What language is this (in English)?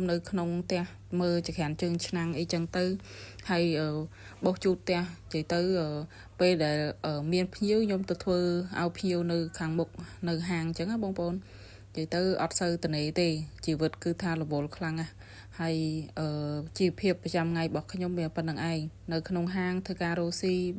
Khmer